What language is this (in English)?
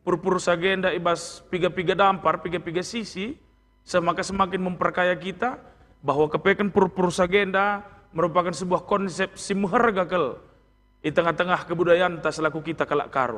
Batak Karo